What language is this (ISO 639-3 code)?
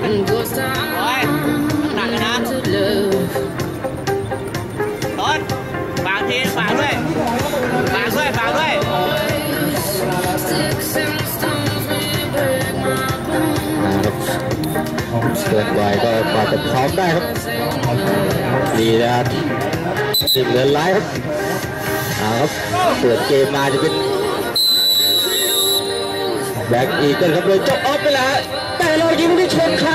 tha